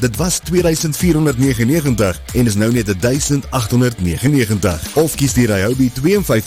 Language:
Afrikaans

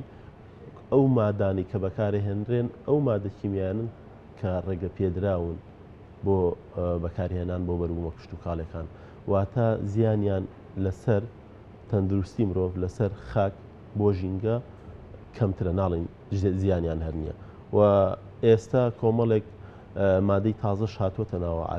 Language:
Central Kurdish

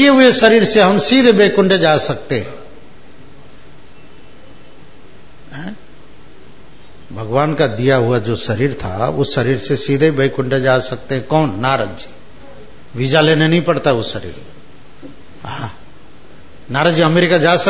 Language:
Hindi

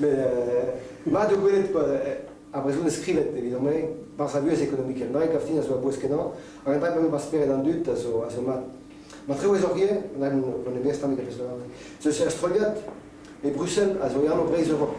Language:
Breton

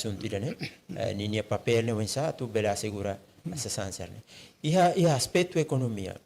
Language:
Tetum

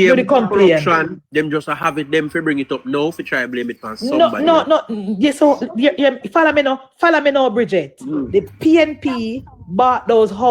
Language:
Jamaican Creole English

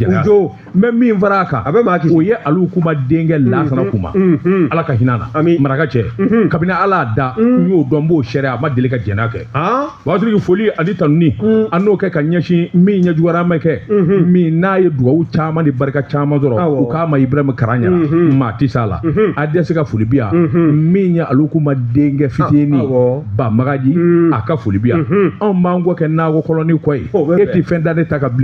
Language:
Bambara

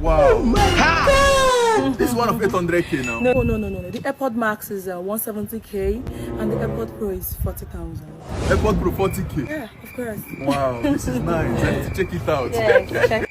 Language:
Nigerian Pidgin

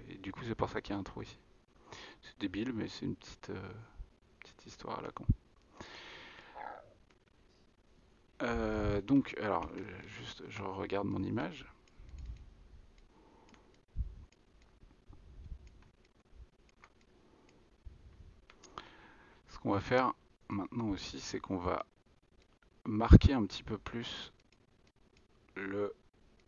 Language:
French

